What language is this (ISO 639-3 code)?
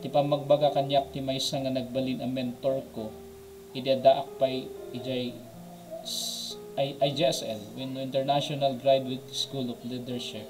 ilo